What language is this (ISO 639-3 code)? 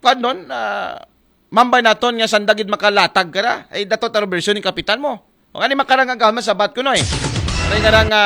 akl